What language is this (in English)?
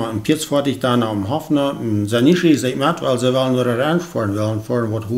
Plautdietsch